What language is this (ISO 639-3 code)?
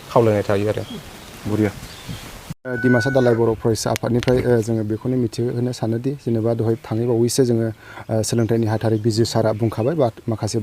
brx